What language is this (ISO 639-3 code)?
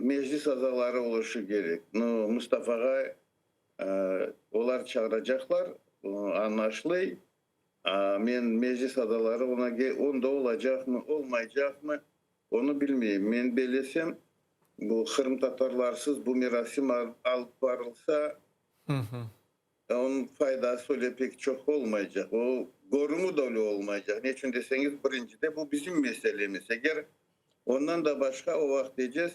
crh